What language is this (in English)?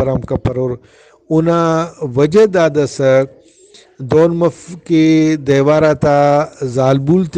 Brahui